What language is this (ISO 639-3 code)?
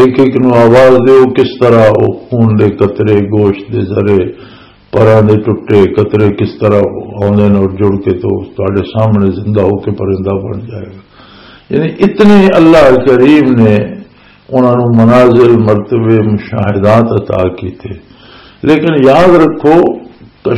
lah